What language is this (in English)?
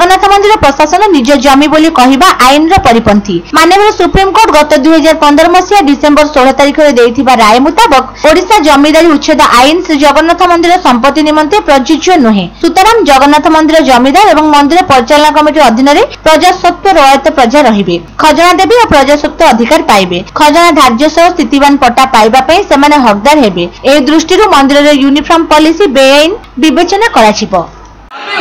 Odia